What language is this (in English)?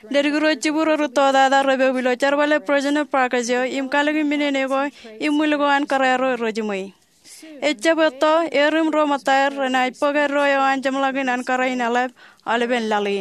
Marshallese